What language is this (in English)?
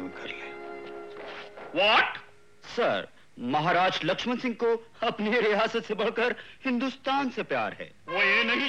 Hindi